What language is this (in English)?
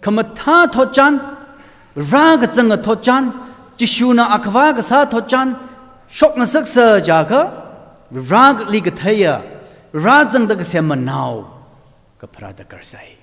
Tangkhul Naga (India)